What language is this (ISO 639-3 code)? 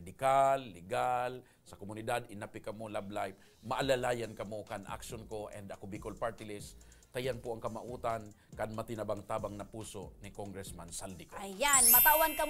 bik